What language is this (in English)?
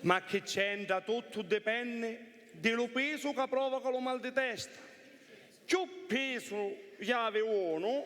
Sicilian